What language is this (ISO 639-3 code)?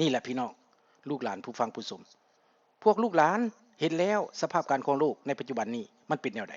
lao